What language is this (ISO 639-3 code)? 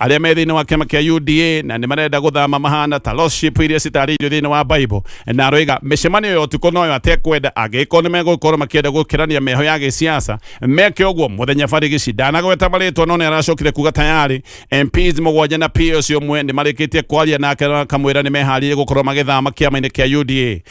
kik